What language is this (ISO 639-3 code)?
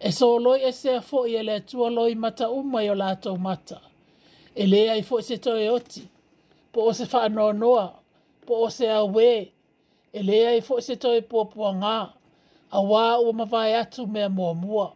smo